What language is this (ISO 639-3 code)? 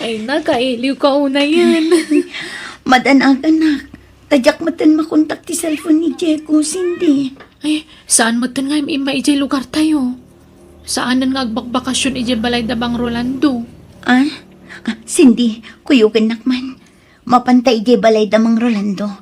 ilo